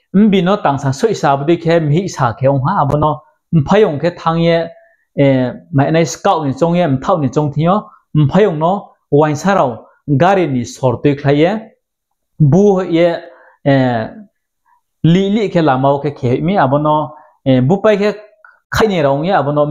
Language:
Riang (India)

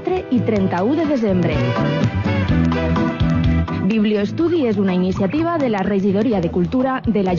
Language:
Catalan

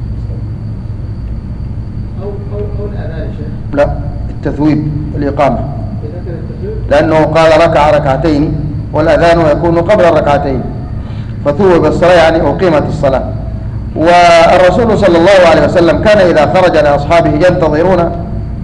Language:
Arabic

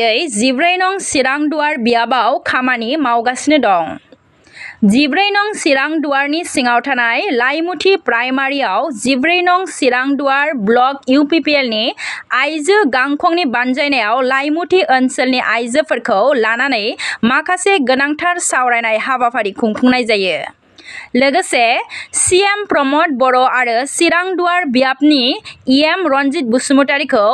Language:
Bodo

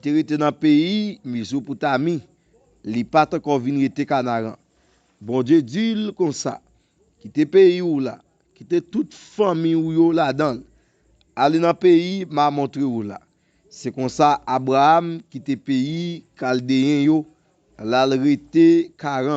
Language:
Haitian Creole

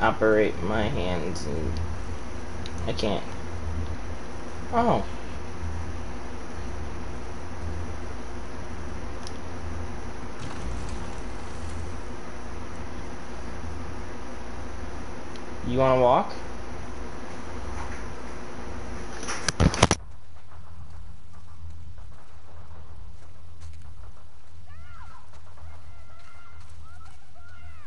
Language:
English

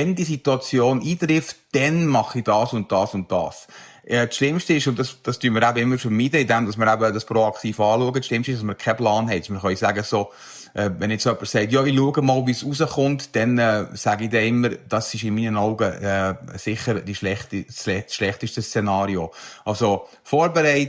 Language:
Swiss German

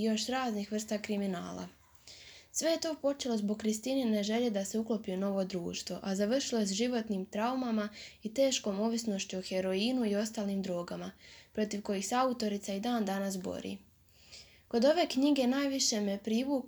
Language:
Croatian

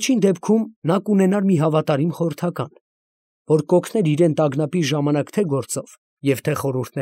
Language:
Armenian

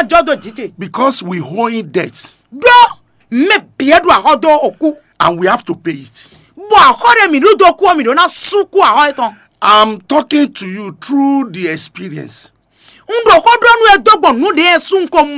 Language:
Fon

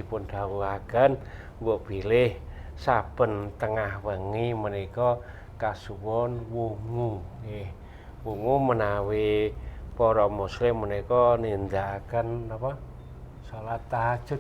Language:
Javanese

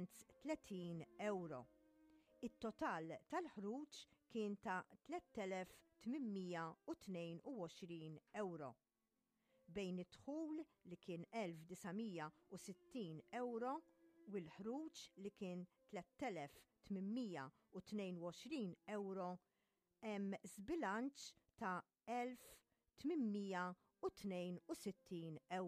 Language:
Maltese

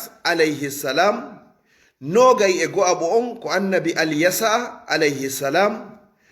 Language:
Fula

